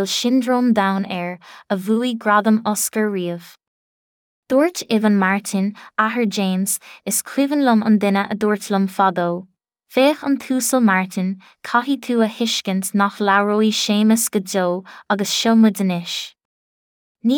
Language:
Irish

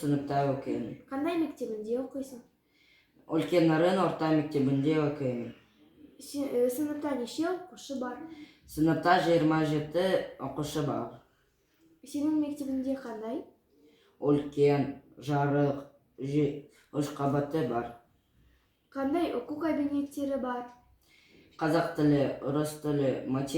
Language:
Kazakh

